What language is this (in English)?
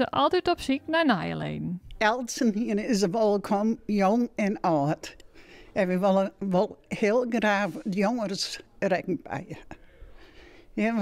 Western Frisian